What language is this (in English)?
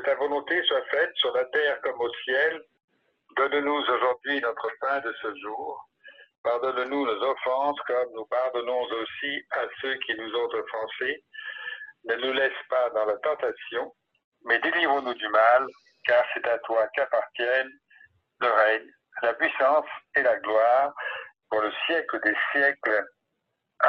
French